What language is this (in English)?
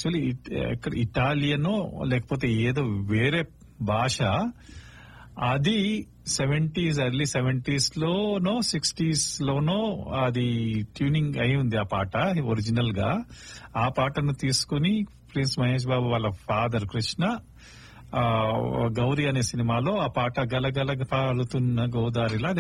Telugu